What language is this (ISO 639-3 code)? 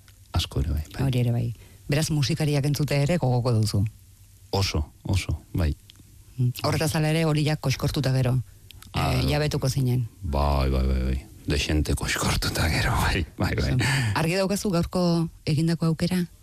eus